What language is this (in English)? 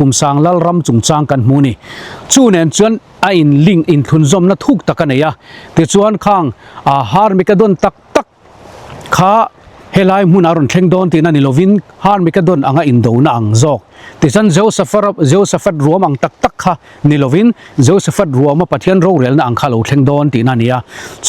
Mizo